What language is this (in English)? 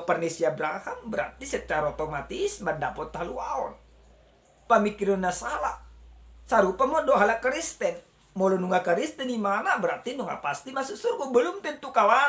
Batak Toba